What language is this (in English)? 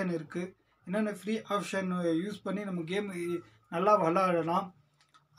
Tamil